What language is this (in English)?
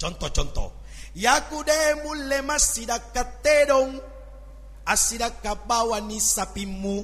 Buginese